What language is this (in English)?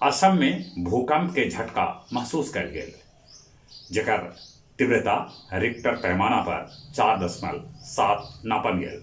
Magahi